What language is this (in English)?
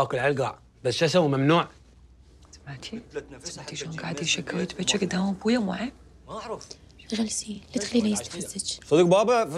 Mesopotamian Arabic